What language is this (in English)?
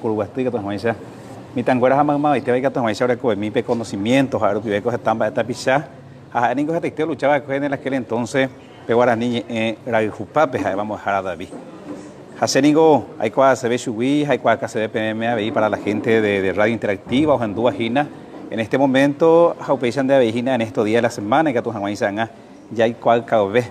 Guarani